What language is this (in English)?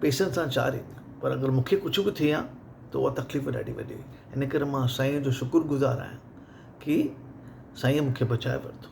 Sindhi